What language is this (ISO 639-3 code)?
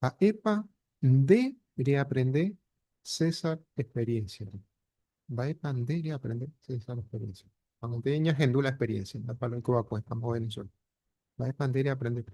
grn